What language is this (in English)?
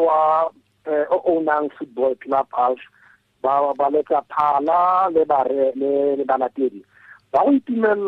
Tswana